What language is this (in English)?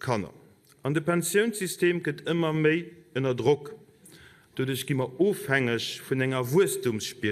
Luxembourgish